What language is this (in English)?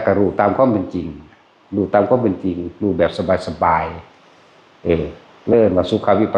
Northeastern Thai